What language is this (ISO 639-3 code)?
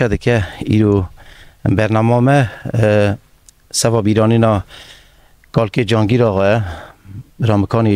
kur